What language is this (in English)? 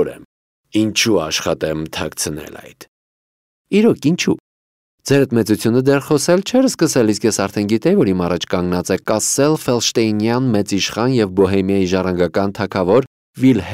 Armenian